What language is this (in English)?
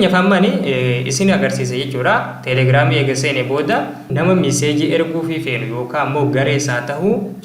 Oromo